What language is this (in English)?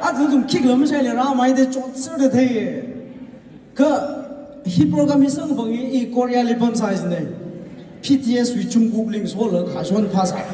Tangkhul Naga (India)